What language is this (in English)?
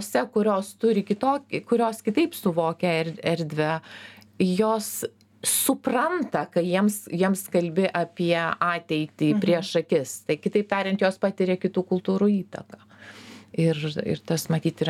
Lithuanian